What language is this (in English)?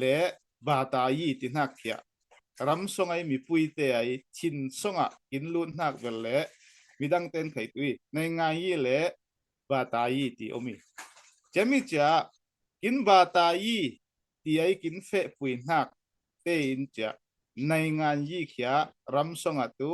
Falam Chin